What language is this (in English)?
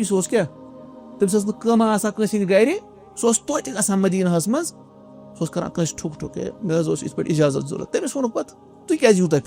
Kashmiri